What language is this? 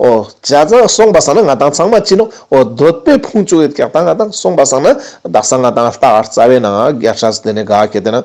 Ladakhi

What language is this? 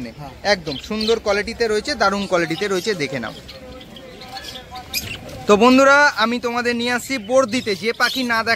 Bangla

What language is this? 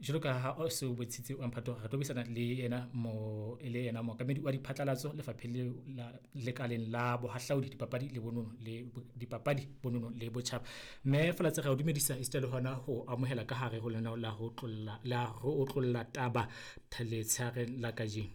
Southern Sotho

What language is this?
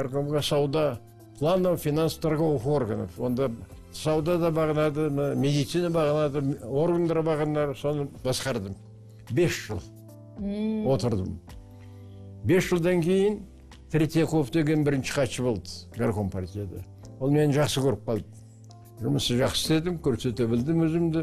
Kazakh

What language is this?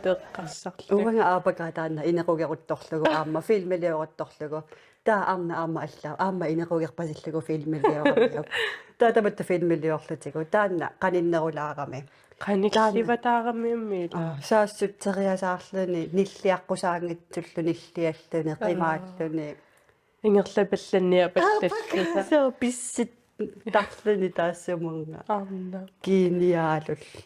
Kalaallisut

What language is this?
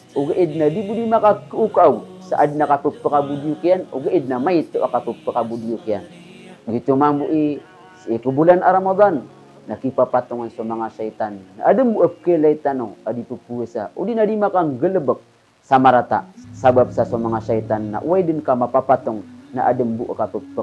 Maranao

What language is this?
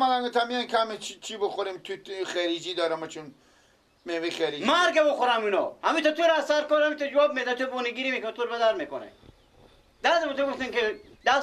Persian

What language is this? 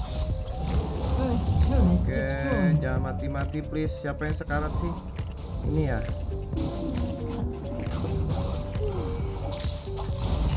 Indonesian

